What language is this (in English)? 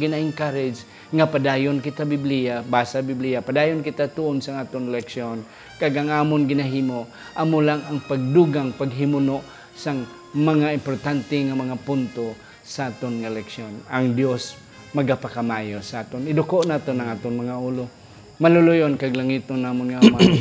Hiligaynon